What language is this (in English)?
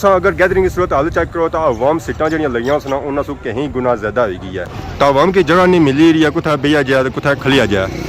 Pahari-Potwari